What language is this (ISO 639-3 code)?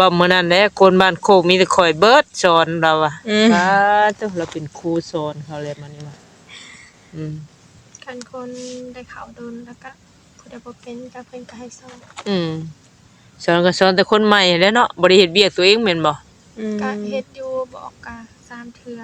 tts